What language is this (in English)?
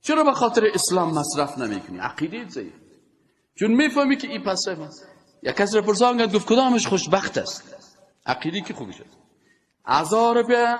Persian